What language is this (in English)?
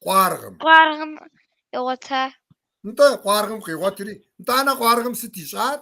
Kabardian